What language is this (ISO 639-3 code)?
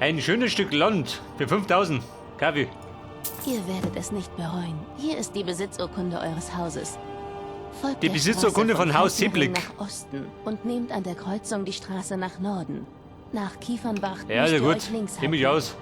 bar